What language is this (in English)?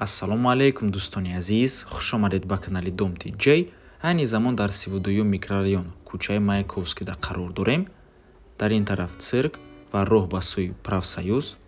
Tajik